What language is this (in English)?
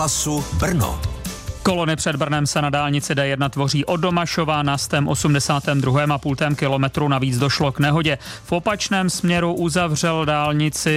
Czech